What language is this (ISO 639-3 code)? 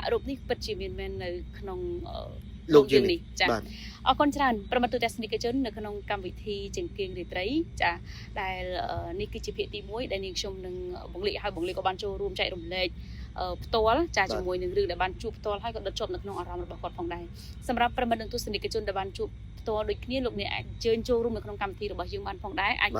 khm